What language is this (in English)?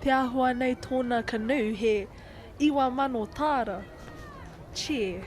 Māori